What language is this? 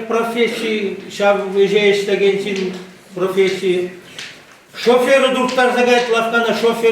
Chuvash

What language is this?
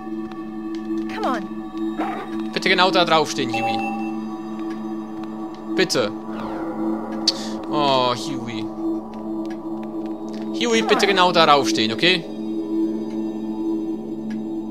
German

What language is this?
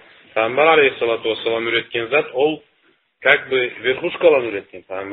Karachay-Balkar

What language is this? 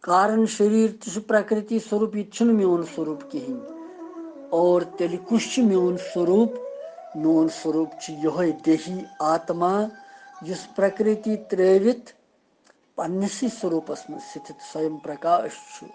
Kashmiri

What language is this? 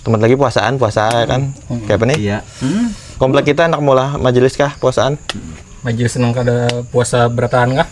Banjar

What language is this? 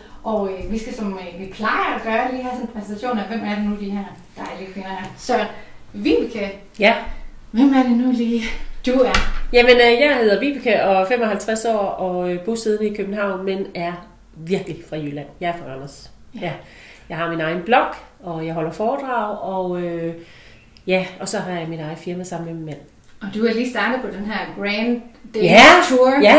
Danish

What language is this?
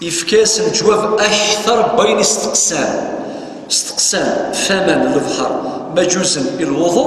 Kabyle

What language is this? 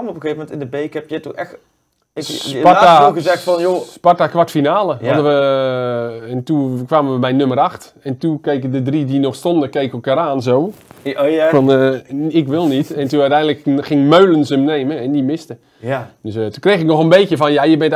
Dutch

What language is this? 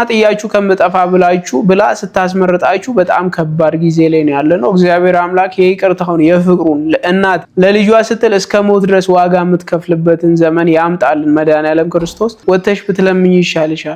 Amharic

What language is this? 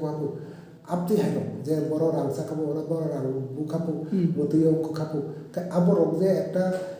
Kok Borok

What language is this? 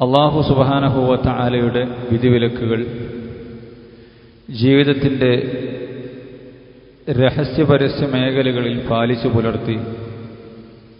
Malayalam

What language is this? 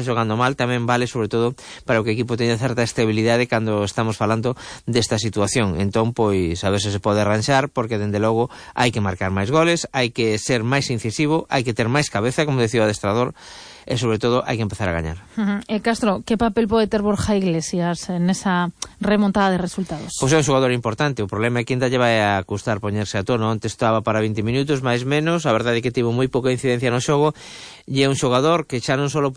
Galician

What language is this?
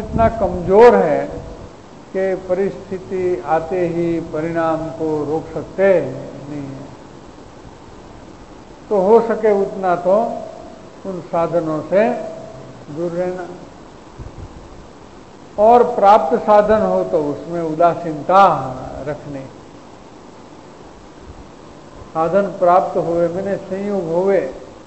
Hindi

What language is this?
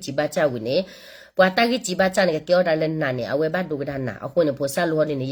S'gaw Karen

